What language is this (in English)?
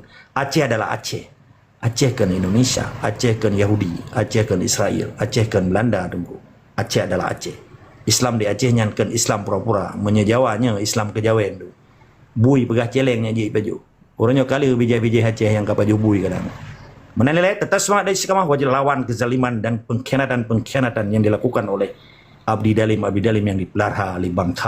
Achinese